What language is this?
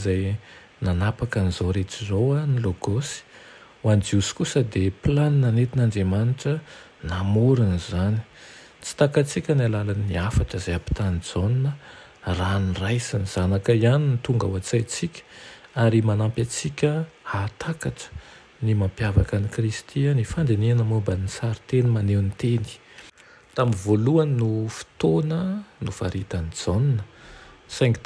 Malagasy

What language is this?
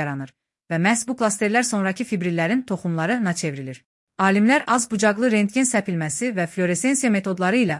Azerbaijani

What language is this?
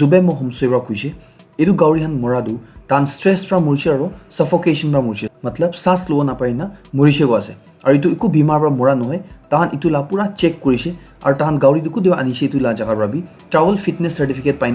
Naga Pidgin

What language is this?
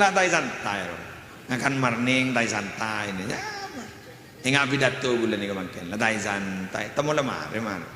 Madurese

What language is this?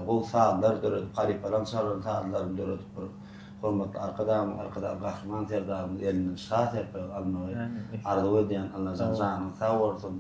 Turkmen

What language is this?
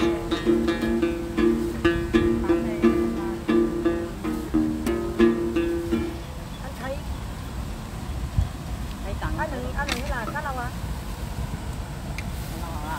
Vietnamese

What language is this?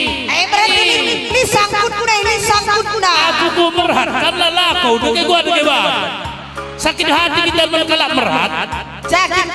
Batak Karo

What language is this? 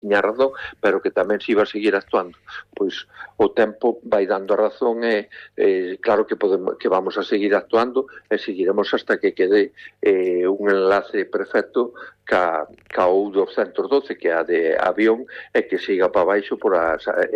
Galician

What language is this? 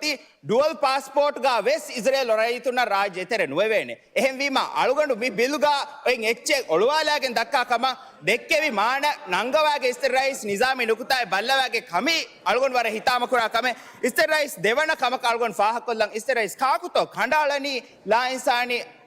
Divehi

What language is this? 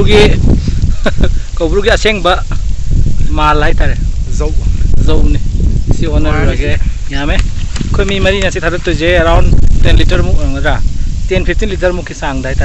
Manipuri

